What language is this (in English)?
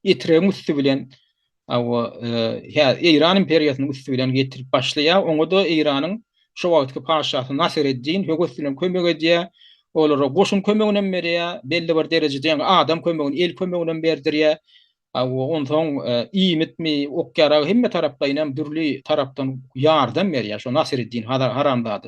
Turkmen